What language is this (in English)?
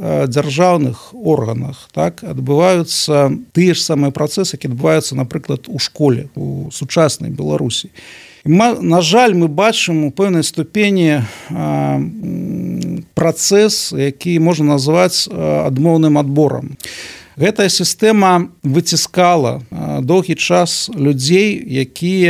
Belarusian